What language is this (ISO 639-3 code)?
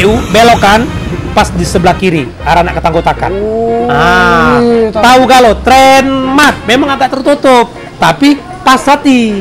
mui